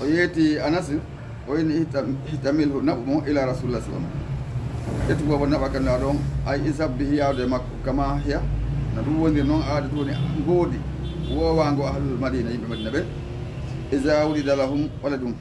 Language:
Fula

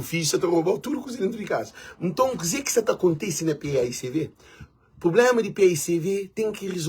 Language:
Kabuverdianu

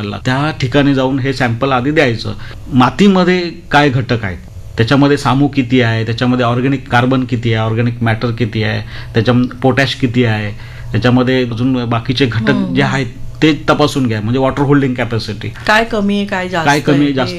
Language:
Marathi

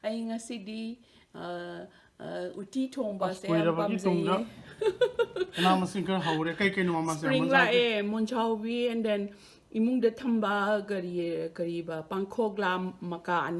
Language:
Manipuri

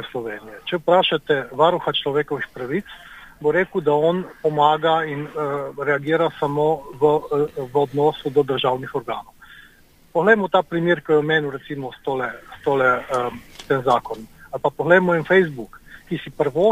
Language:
Slovenian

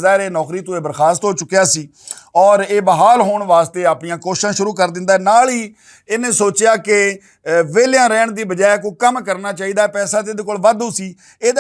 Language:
Western Panjabi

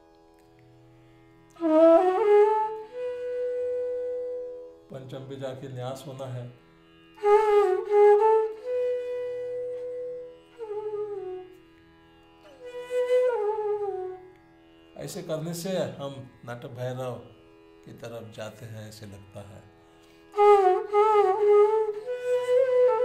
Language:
Hindi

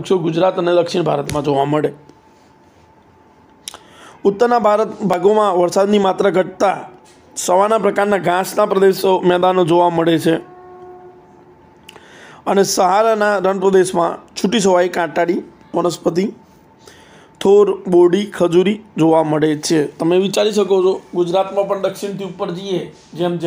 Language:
Gujarati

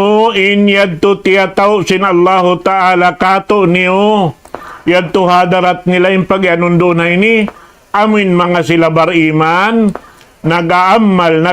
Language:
Tausug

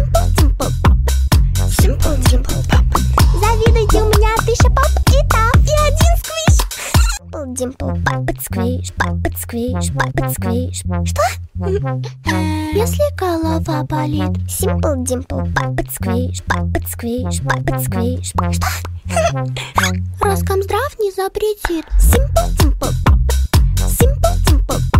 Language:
Russian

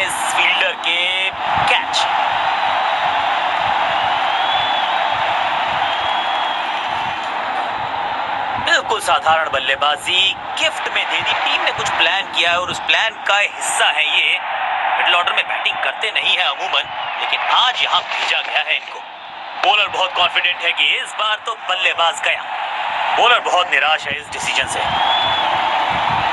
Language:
Hindi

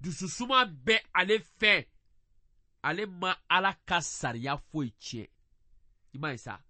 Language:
Bambara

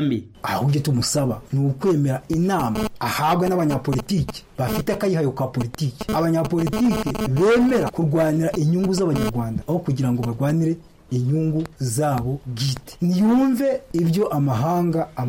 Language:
Kinyarwanda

